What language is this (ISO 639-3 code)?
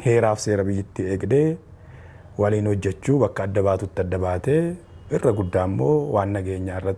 orm